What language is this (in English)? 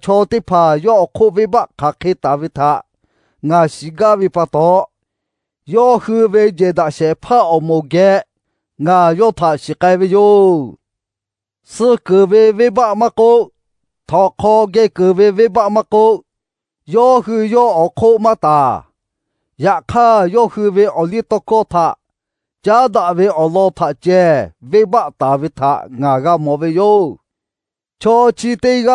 Lahu